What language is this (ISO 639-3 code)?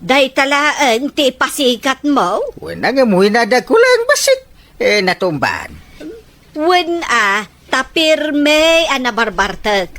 ilo